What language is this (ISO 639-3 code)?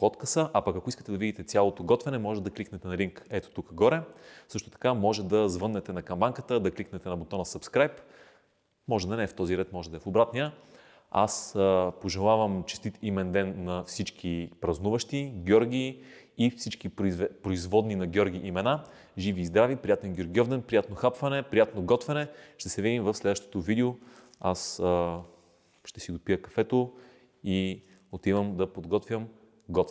bul